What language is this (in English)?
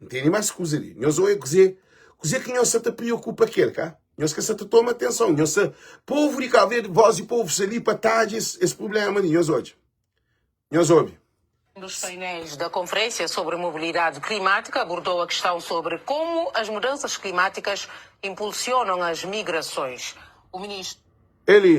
Kabuverdianu